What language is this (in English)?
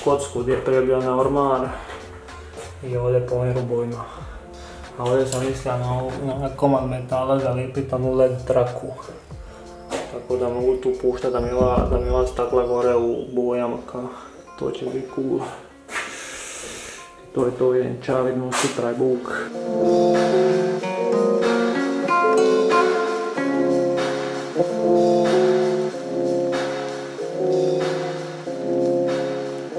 Croatian